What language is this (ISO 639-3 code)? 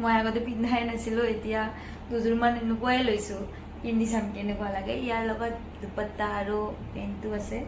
asm